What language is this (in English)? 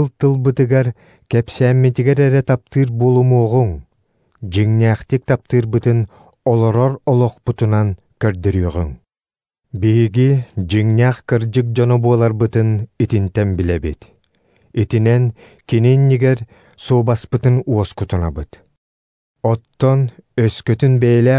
Yakut